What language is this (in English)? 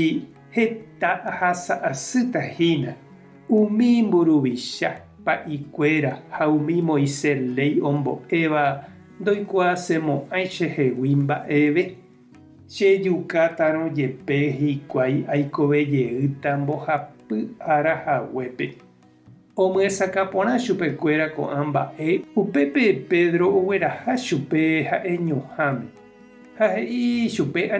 Guarani